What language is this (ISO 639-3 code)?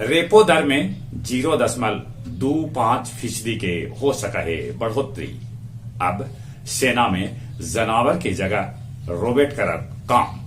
mag